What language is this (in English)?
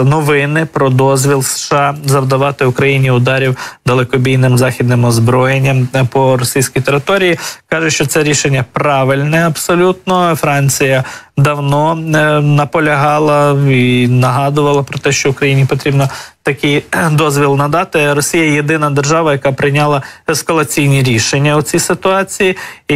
Ukrainian